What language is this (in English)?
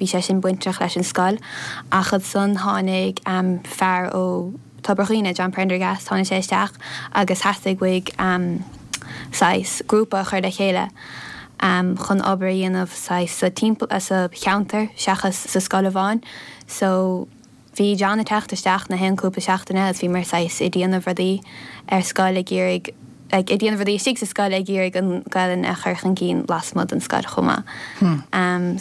Irish